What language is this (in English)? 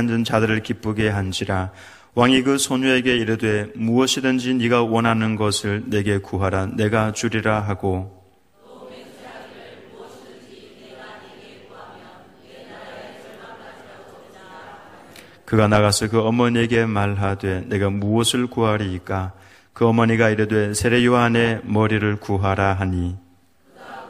Korean